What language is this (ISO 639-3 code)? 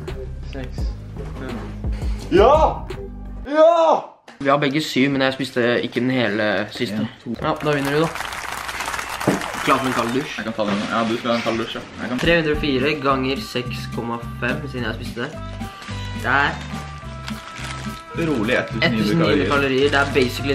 nor